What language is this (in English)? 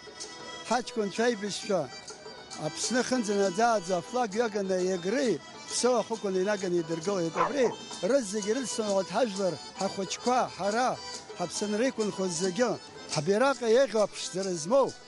Abkhazian